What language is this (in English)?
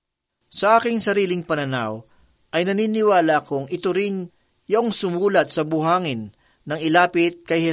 Filipino